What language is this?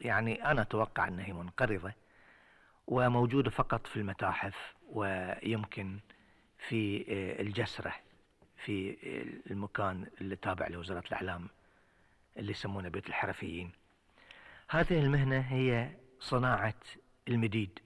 Gulf Arabic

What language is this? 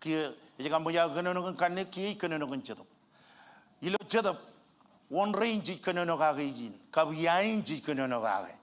Marshallese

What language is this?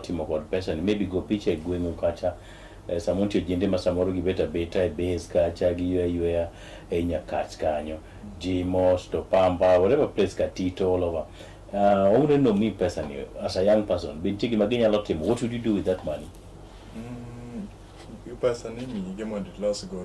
Luo (Kenya and Tanzania)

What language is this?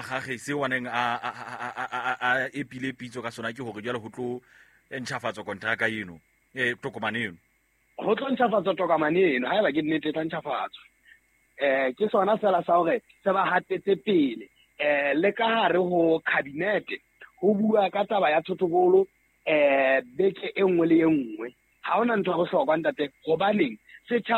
Southern Sotho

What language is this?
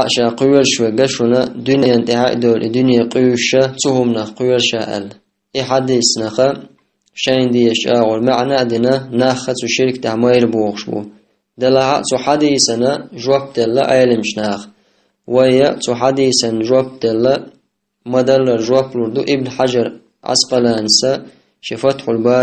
Chechen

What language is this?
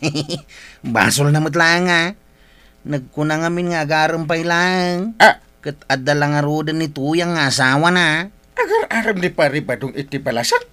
Iloko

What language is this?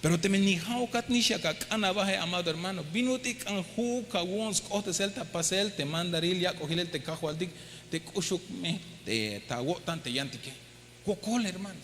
Tzeltal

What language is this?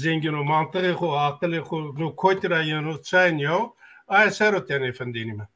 Zaza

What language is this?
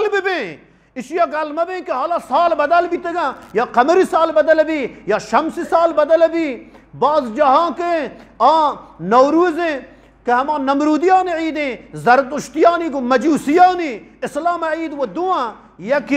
Eastern Balochi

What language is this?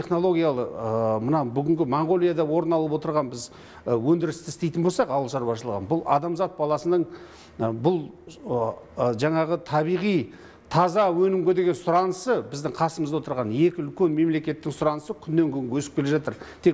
Kazakh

